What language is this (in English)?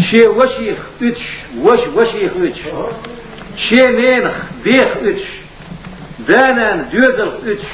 Chechen